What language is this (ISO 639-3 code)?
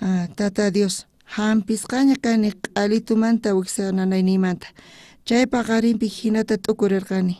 quh